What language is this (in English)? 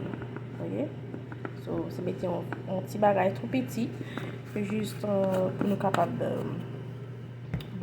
Haitian Creole